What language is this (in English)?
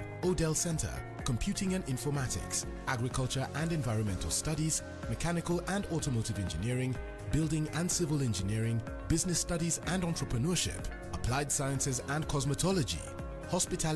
Meru